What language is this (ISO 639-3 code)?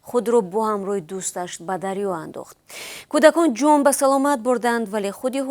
tgk